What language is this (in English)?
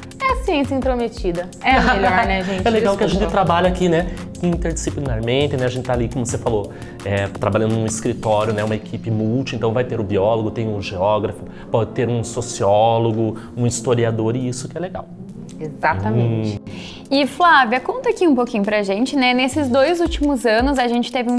Portuguese